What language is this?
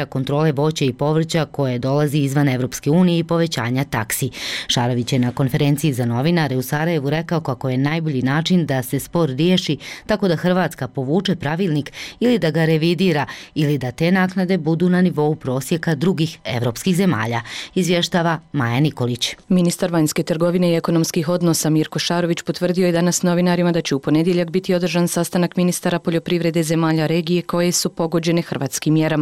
Bosnian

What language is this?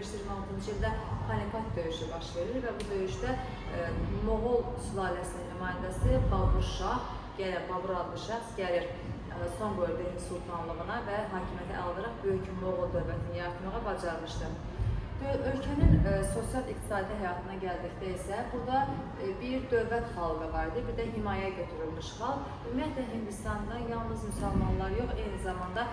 Azerbaijani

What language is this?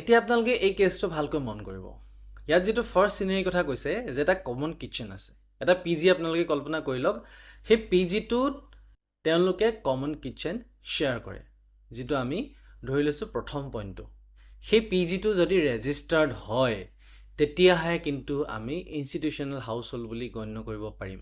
Assamese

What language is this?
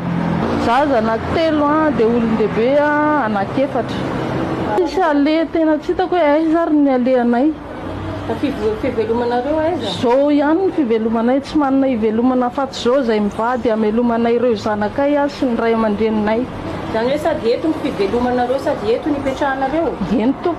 Malagasy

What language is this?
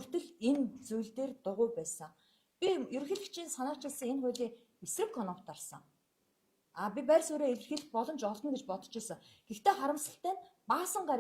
Mongolian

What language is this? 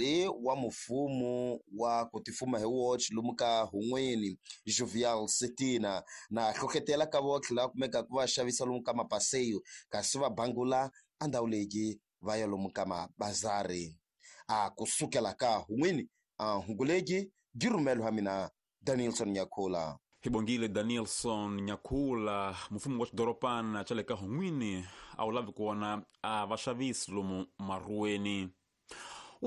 Tsonga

